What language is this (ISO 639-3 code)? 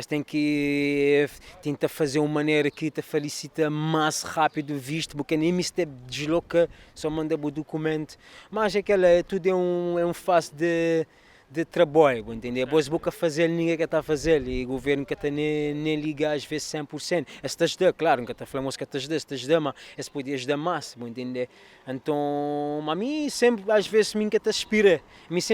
kea